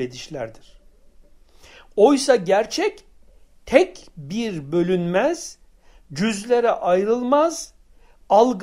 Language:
Turkish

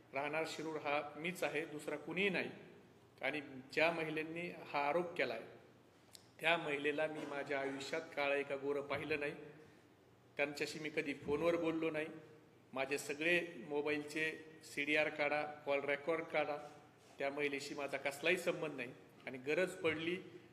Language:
Marathi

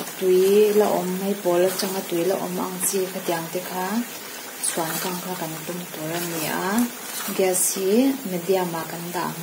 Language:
Mizo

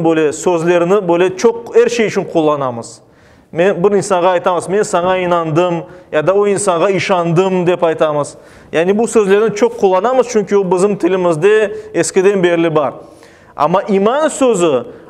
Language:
Crimean Tatar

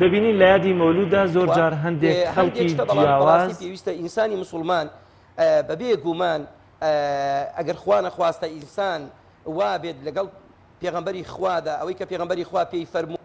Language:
Central Kurdish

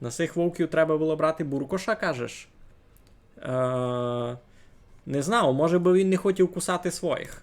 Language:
Rusyn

